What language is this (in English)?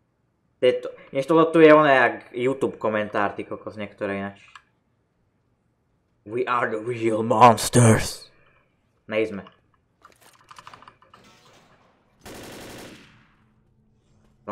Slovak